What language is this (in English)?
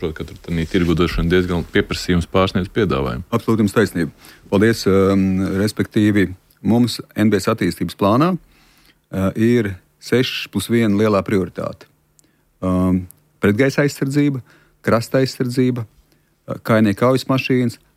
Latvian